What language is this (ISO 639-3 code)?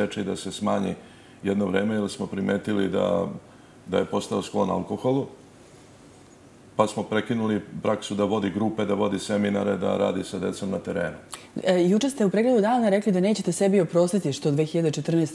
srp